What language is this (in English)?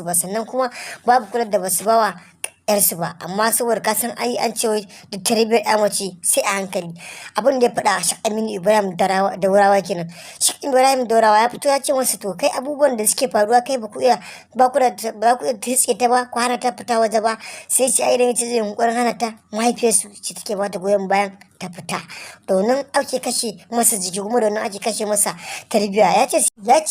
Hausa